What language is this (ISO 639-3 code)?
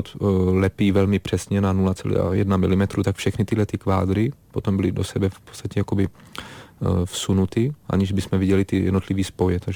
ces